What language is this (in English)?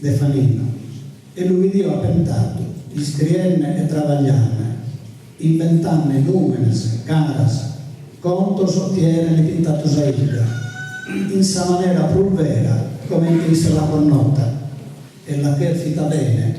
Sardinian